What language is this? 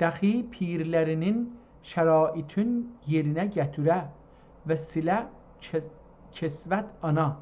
South Azerbaijani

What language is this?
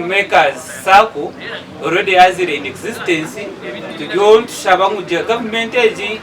Nyankole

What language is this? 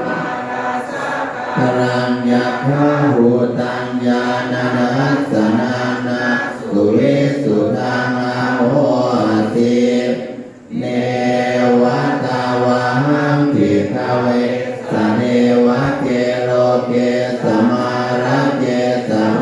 Pali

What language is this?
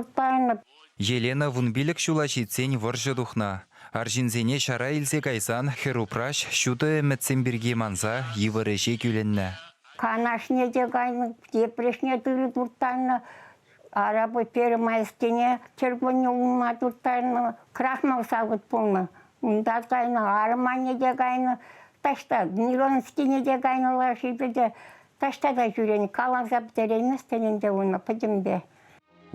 Chuvash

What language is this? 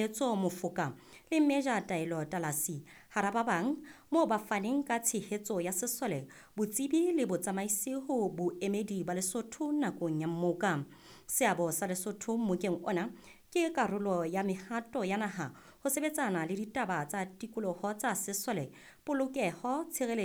Southern Sotho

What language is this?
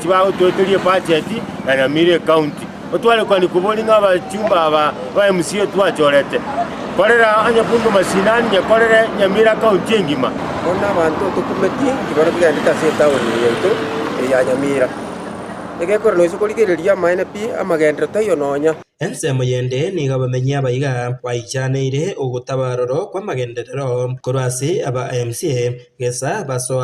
Gusii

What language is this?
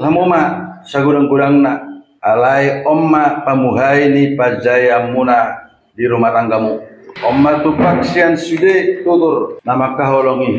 Batak Toba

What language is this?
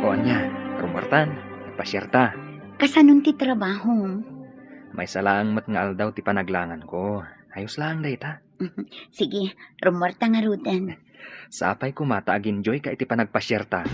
Iloko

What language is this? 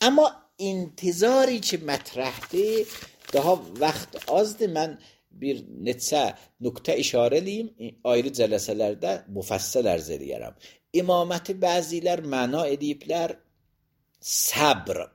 Azerbaijani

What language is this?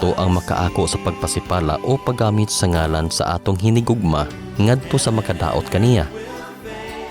Cebuano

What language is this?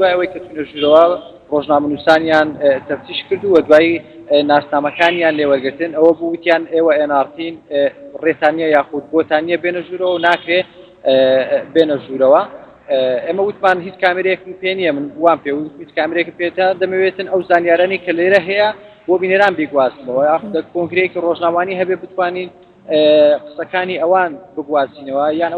Central Kurdish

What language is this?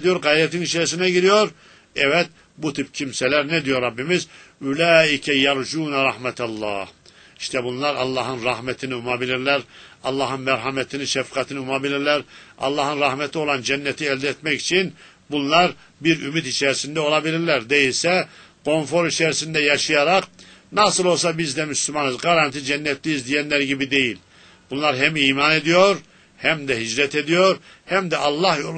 Turkish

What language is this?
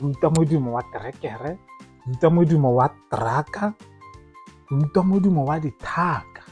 Tswana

